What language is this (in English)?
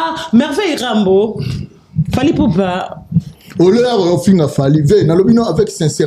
Lingala